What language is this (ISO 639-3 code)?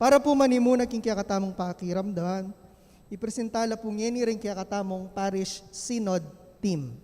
pam